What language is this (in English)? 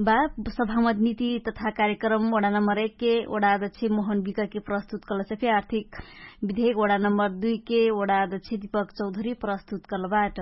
Dangaura Tharu